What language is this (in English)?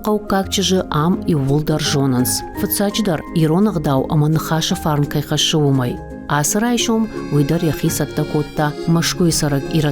Ossetic